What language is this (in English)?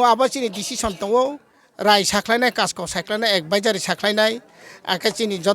Riang (India)